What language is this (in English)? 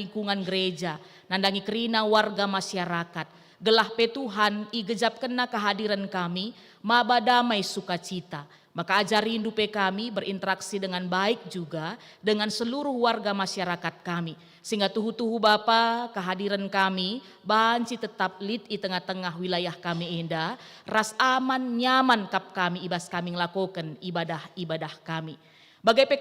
Batak Karo